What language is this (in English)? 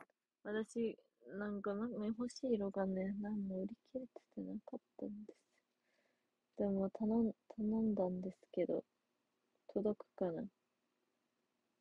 Japanese